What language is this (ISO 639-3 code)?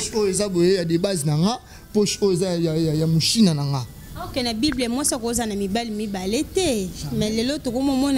lin